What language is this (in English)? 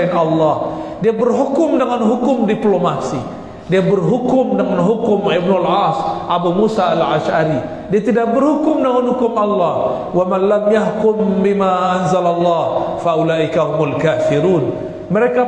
Indonesian